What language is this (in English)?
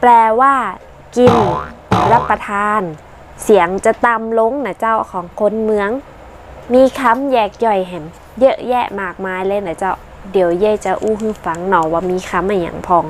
Northern Thai